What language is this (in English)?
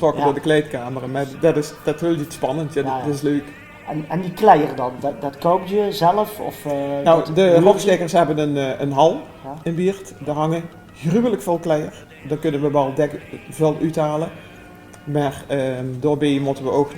Limburgish